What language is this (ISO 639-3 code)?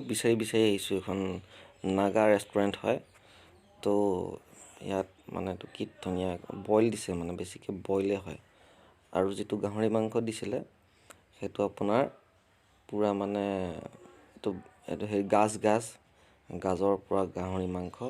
asm